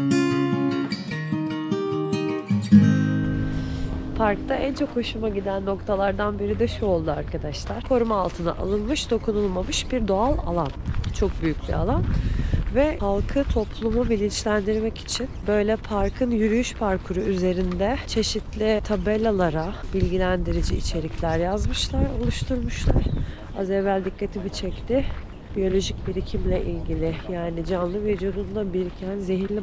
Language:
Turkish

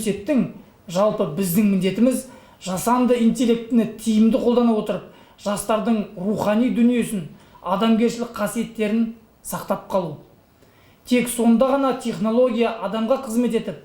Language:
Kazakh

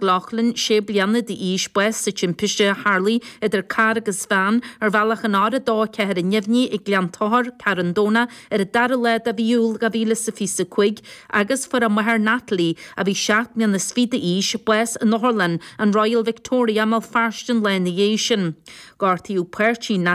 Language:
Irish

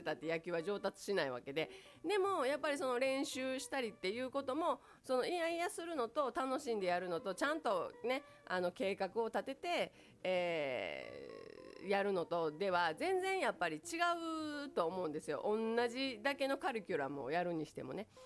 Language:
Japanese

